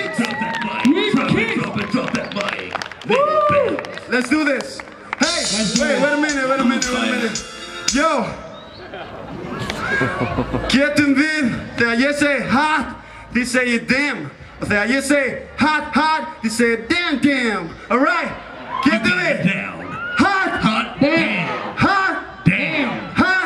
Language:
Icelandic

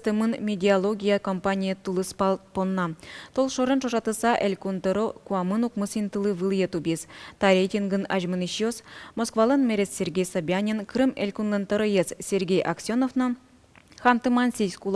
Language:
Udmurt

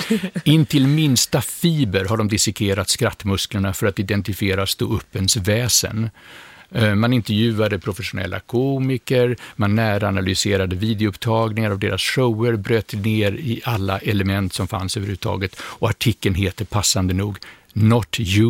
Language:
Swedish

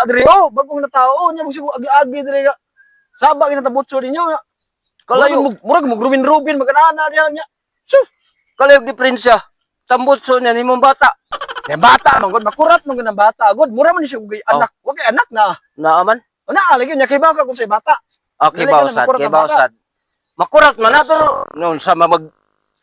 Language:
Cebuano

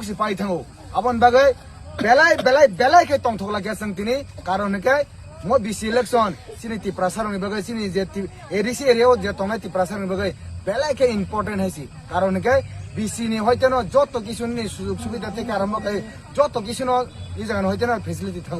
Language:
Kok Borok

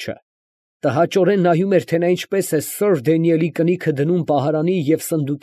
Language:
Armenian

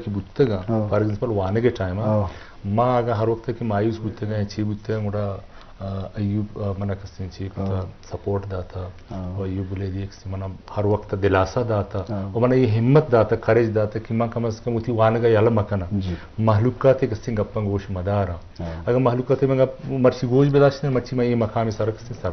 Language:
Eastern Balochi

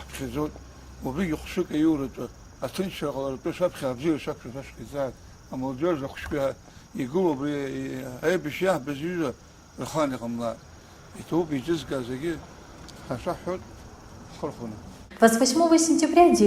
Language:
Abkhazian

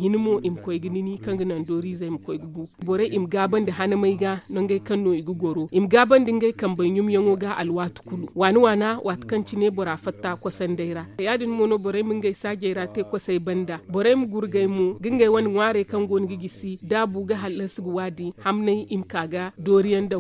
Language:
Zarma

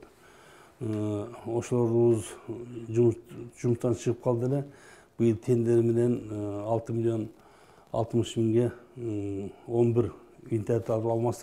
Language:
Kyrgyz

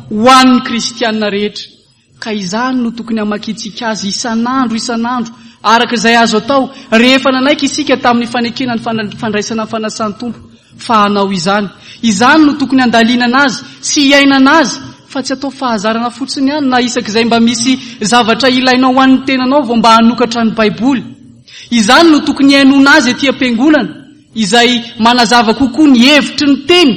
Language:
Malagasy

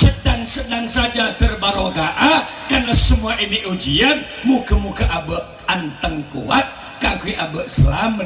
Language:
Madurese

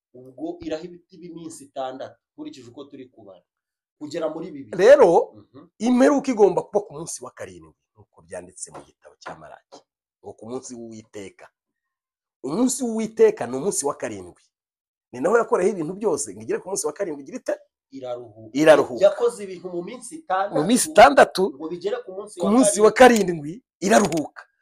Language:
Kinyarwanda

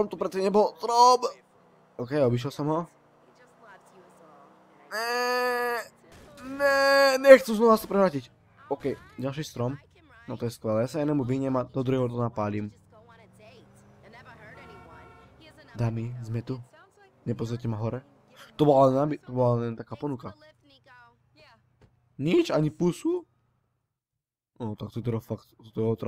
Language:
Slovak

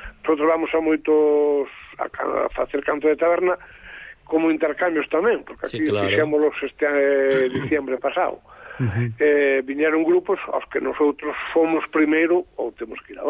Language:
Galician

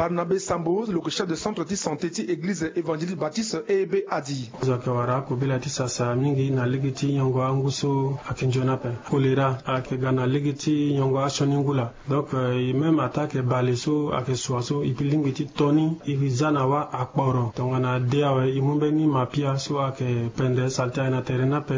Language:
Sango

